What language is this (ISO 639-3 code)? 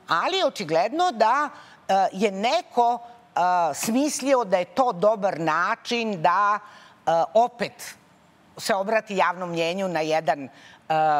srp